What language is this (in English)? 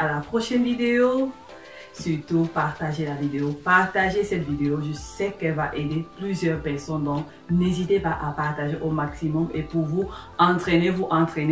French